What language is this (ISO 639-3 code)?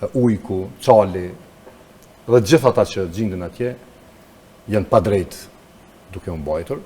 sqi